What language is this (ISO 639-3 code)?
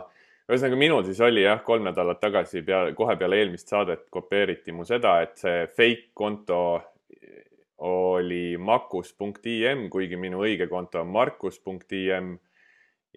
est